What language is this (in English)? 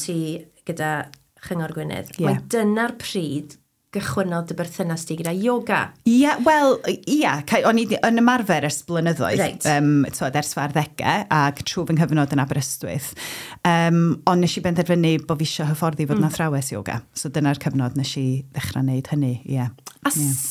Welsh